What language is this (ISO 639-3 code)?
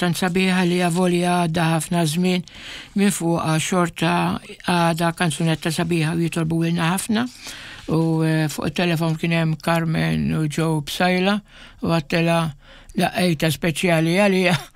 mlt